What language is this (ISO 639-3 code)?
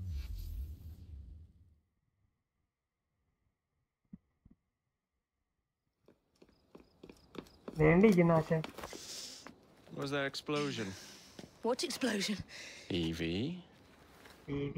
mal